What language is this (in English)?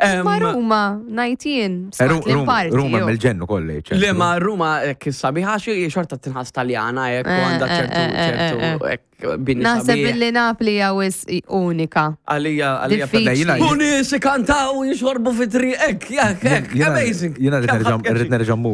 Maltese